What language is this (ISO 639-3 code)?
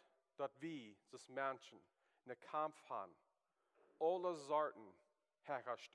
pdt